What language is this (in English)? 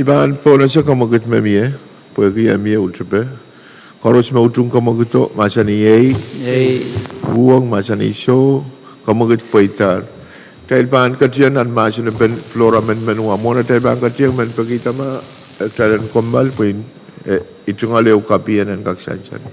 Pohnpeian